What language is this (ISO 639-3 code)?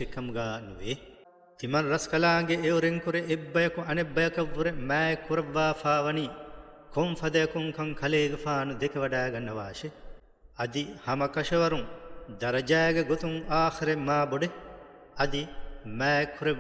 div